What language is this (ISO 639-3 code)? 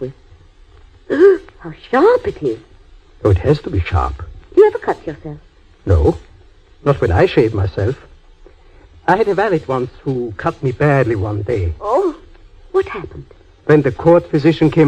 eng